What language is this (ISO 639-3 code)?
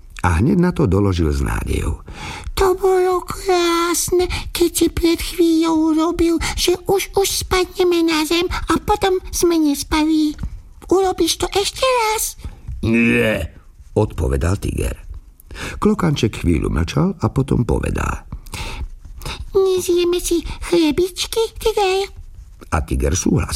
slk